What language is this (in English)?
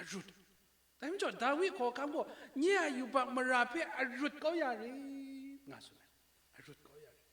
Kachin